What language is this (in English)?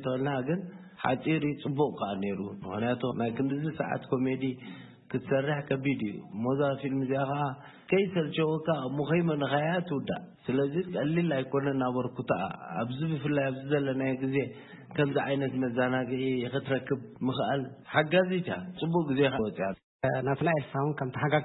Tigrinya